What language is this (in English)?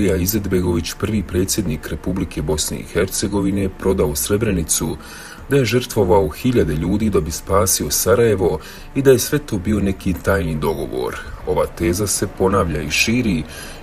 Bosnian